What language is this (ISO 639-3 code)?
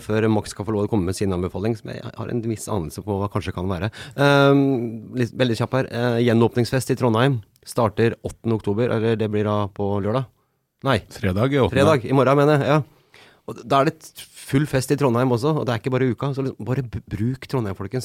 nor